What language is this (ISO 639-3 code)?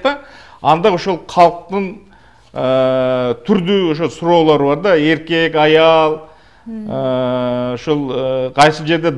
kir